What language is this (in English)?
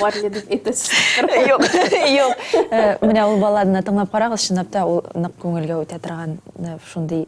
Tatar